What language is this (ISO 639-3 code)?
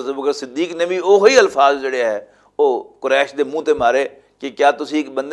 lah